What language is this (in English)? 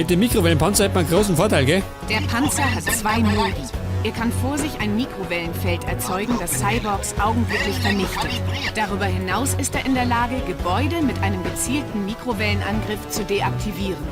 Bavarian